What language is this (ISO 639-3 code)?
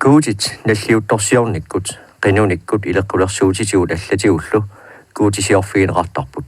kal